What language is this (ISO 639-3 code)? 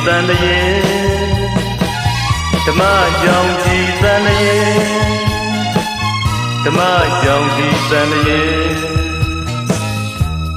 mya